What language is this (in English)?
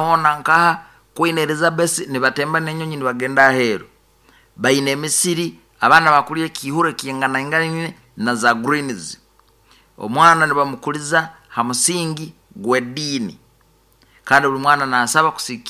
Nyoro